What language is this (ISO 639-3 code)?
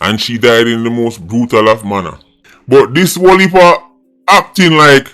jam